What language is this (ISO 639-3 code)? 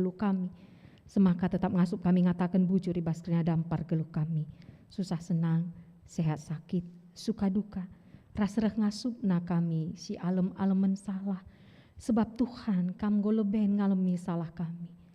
btx